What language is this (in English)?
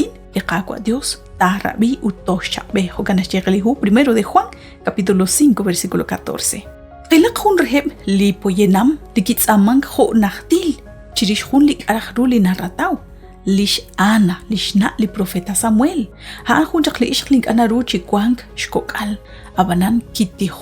Kekchí